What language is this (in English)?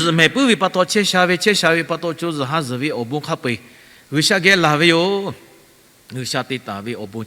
Lahu